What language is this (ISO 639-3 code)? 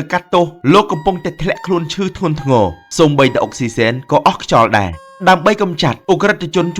khm